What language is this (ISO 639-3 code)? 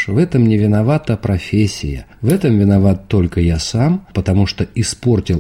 rus